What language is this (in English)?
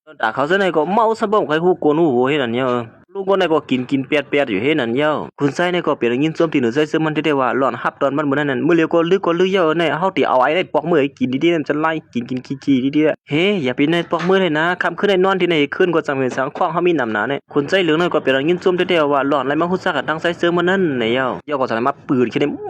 Shan